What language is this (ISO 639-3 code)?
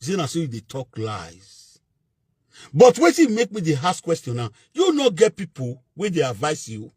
pcm